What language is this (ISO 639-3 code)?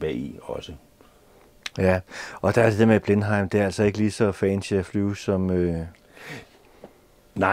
dan